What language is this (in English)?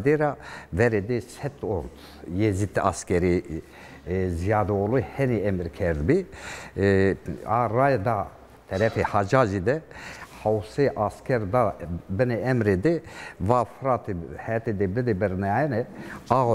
Zaza